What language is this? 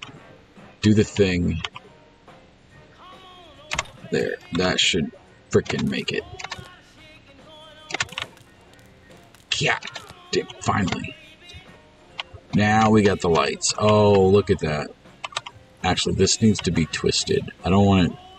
English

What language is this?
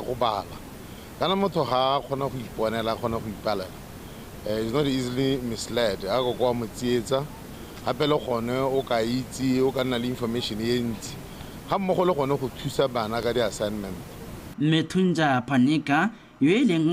Tswana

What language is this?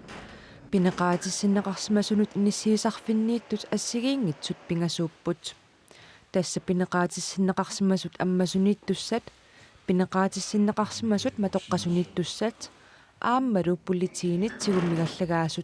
Kalaallisut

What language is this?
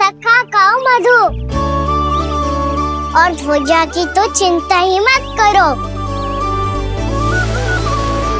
Hindi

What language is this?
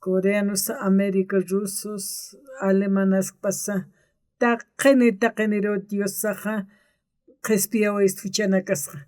Aymara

